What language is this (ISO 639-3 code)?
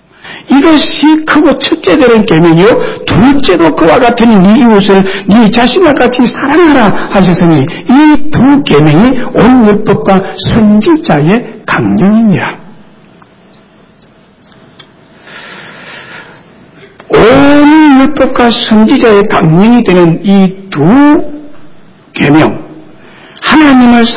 kor